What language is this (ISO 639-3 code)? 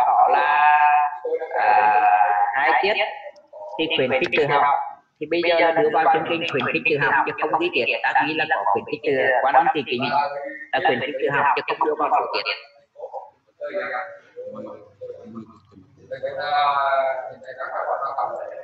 vie